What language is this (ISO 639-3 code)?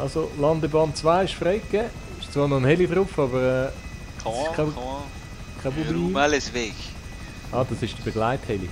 gsw